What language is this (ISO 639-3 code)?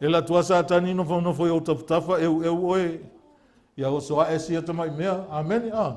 smo